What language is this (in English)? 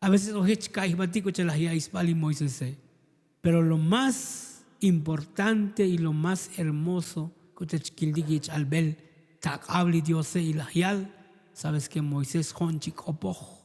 Tzotzil